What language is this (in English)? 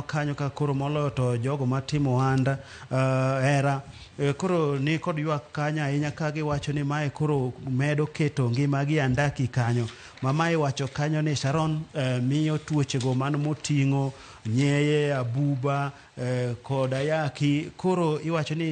Luo (Kenya and Tanzania)